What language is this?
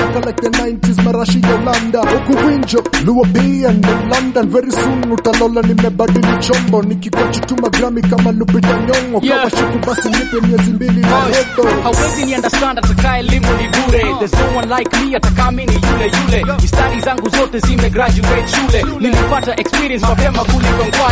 Swahili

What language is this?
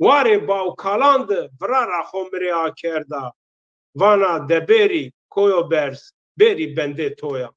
Zaza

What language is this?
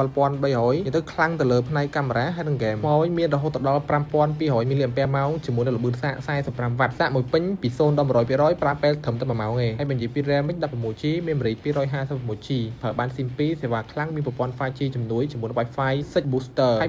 Khmer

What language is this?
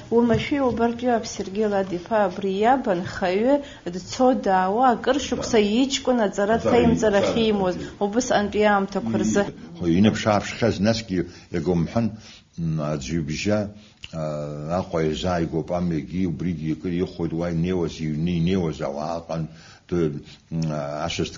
Abkhazian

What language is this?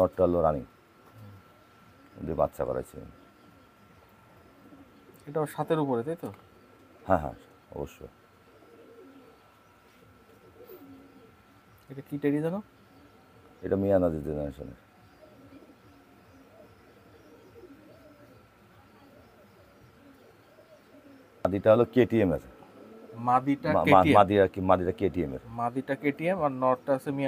Bangla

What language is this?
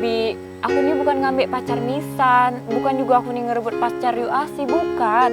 Musi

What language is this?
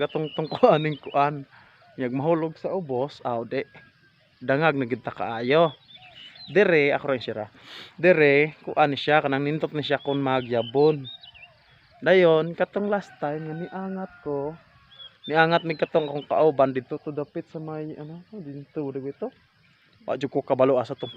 Cebuano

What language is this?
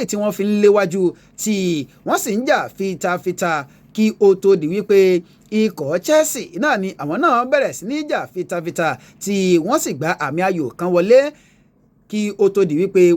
Yoruba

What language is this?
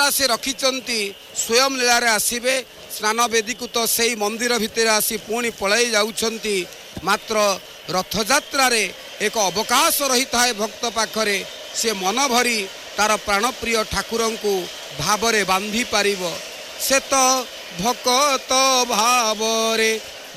Odia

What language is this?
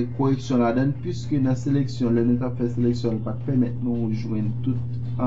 Haitian Creole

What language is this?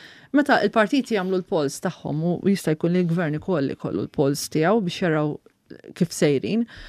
Maltese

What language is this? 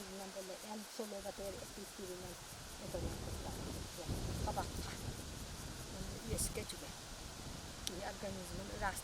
Yakut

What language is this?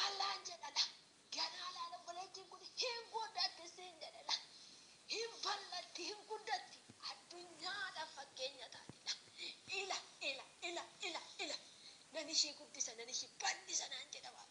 Oromo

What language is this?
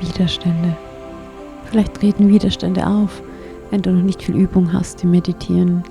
Swiss German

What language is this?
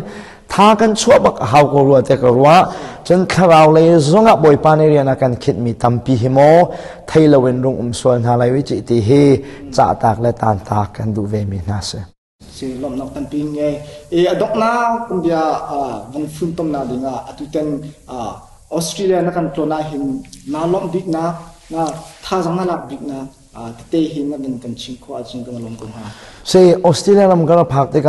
Hakha Chin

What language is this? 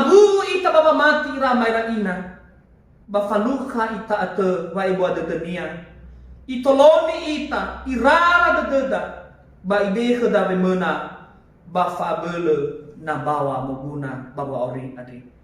Nias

